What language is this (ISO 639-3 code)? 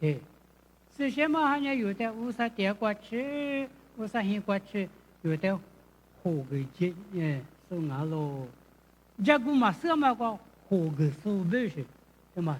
lis